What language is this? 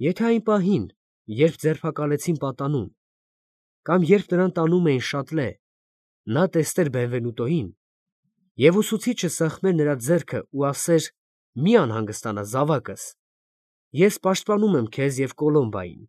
Armenian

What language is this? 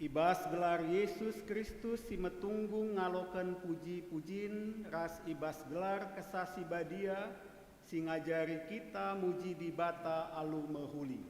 Batak Karo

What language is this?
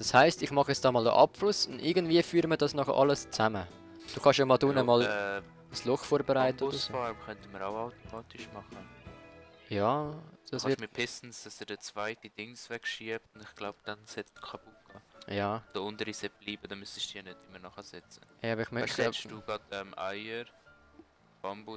Swiss German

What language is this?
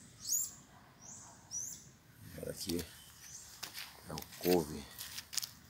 Portuguese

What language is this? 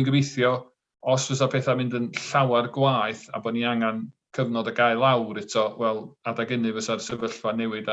Welsh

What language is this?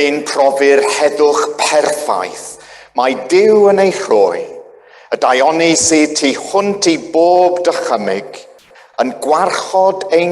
Welsh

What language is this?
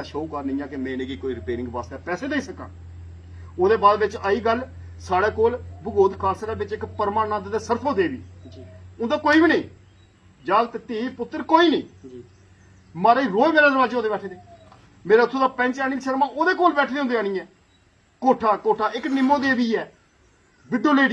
Dogri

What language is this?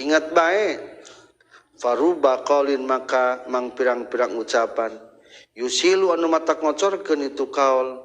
Sundanese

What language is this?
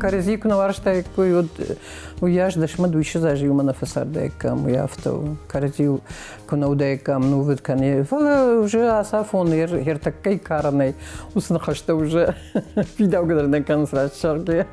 Ossetic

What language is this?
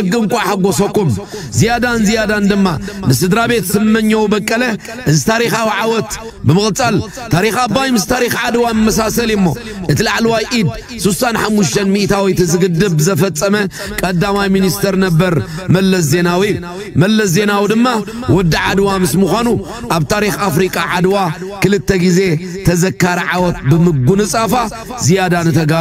Tigrinya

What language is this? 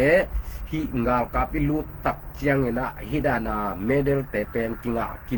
Tedim Chin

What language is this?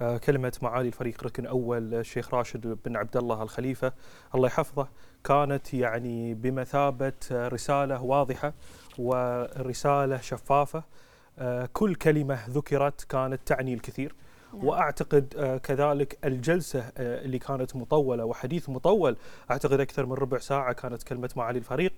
Gulf Arabic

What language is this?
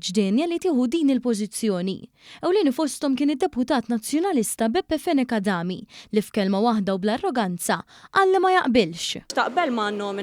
Maltese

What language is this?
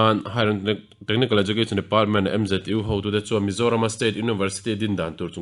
Mizo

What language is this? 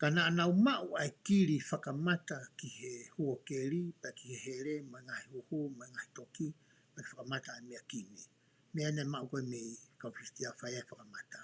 Tongan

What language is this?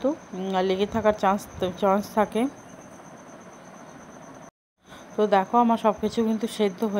Bangla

